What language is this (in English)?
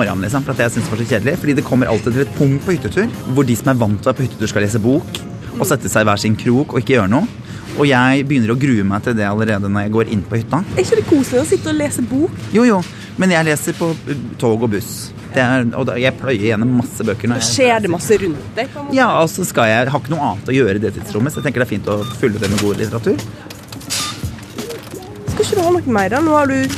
Norwegian